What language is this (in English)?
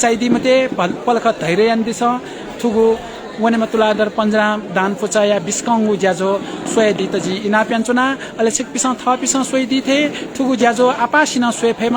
Newari